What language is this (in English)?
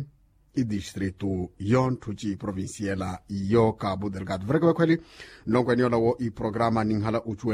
Makhuwa